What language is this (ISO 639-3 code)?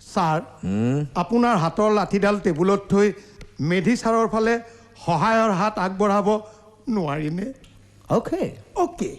asm